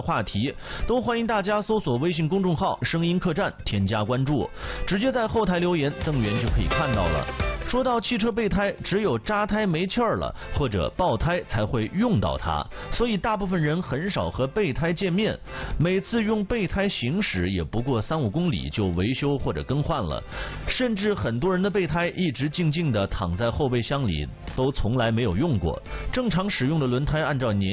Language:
Chinese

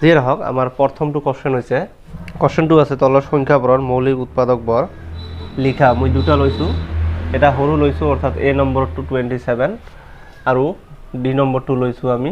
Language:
Assamese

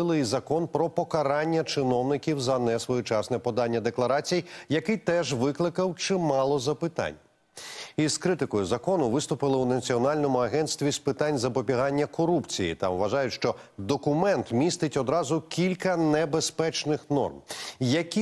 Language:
Ukrainian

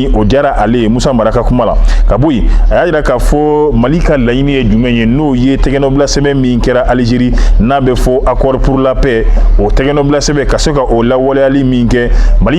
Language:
Bambara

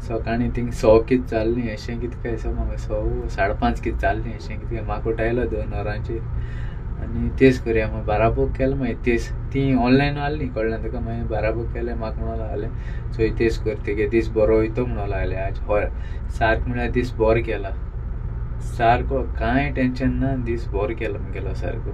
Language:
Konkani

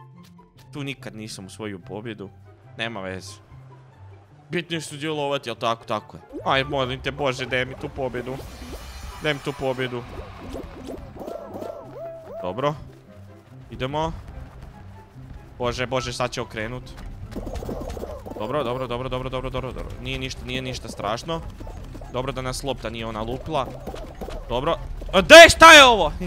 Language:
Croatian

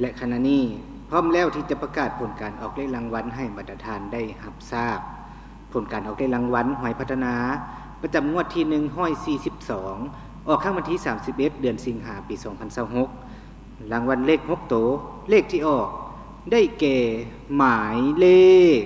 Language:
Lao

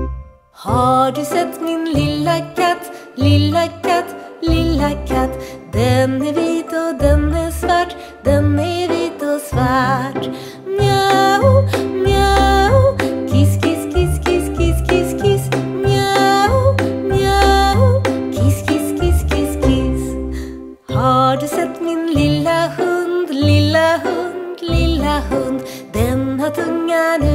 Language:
Swedish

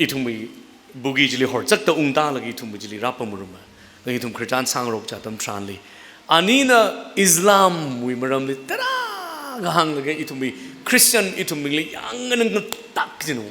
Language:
Tangkhul Naga (India)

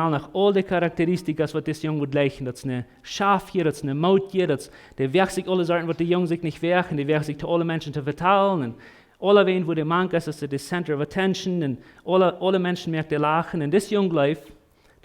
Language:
Plautdietsch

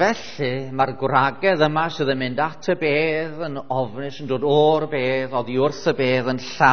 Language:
Welsh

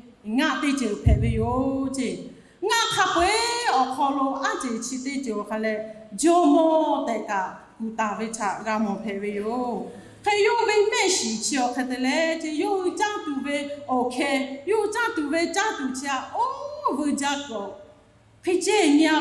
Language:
Lahu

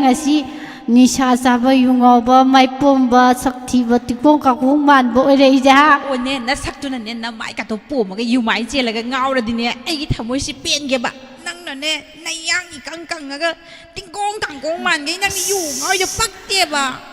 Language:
Manipuri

